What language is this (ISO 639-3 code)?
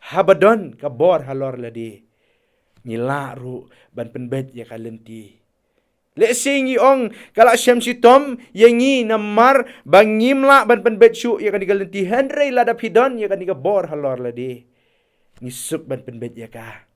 kha